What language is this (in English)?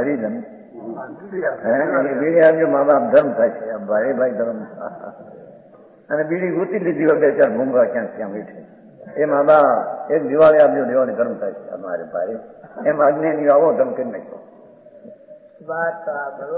Gujarati